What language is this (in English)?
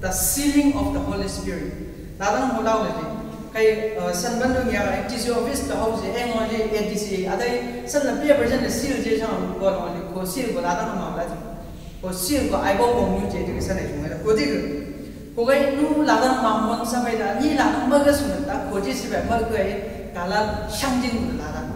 Chang Naga